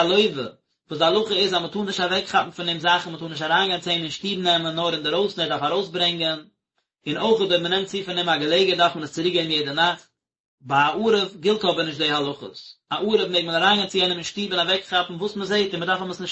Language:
Yiddish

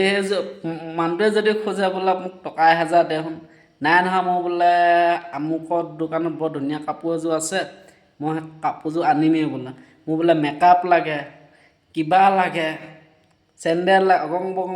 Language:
Assamese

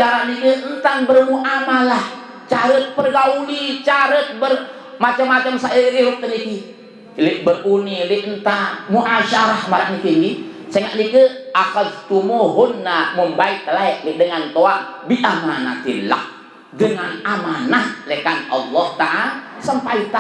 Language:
Sasak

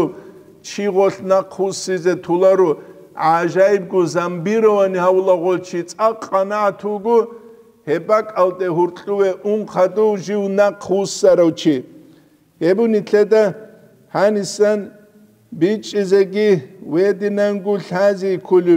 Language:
Avaric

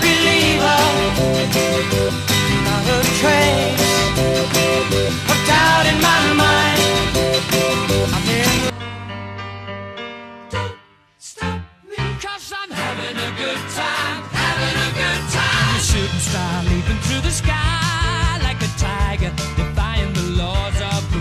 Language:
English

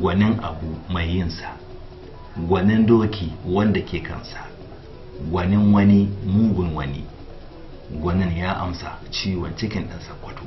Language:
Hausa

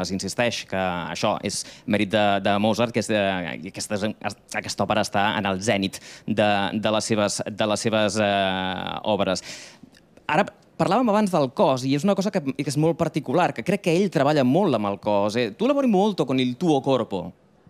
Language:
Catalan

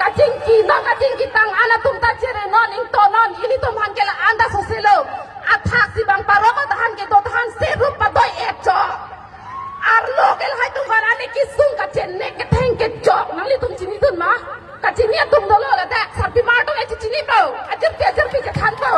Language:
Karbi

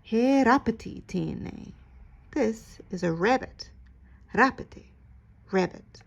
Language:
Māori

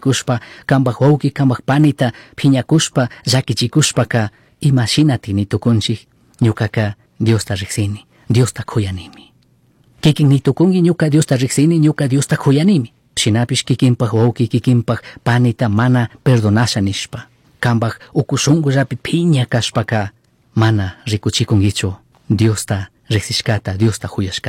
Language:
Chimborazo Highland Quichua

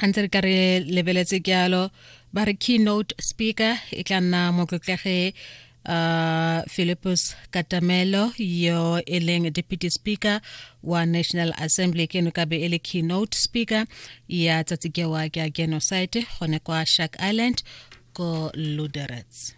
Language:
Tswana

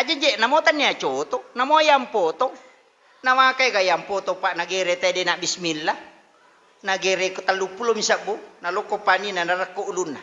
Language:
Buginese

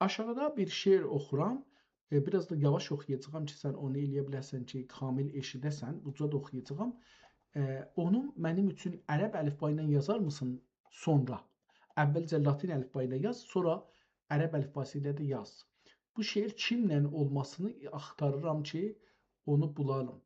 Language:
South Azerbaijani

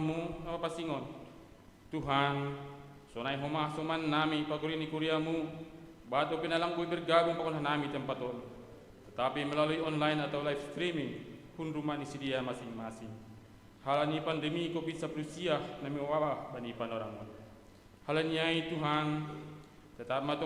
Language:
Batak Simalungun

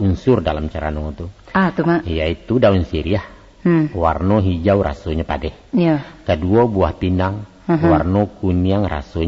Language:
Minangkabau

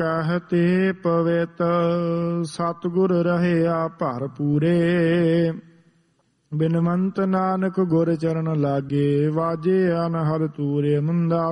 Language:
Punjabi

